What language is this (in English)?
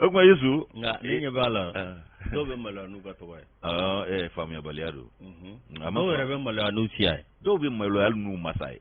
Bambara